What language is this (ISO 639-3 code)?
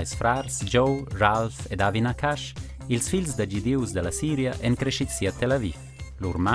roh